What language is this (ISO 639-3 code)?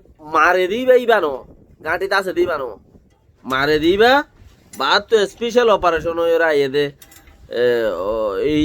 rhg